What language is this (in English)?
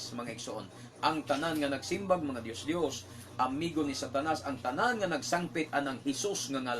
Cebuano